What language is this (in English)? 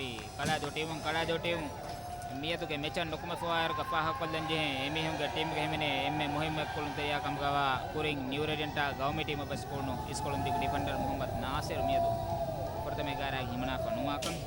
Divehi